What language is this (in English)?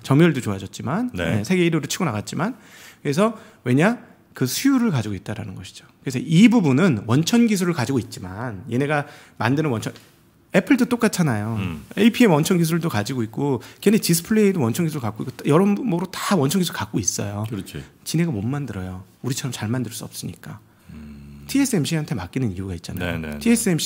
Korean